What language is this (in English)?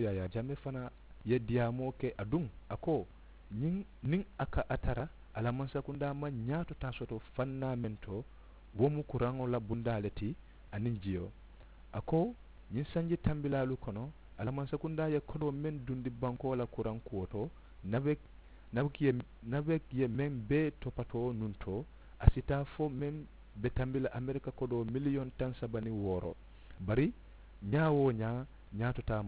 Mandingo